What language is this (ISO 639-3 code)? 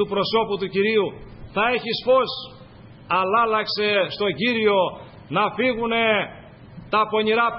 ell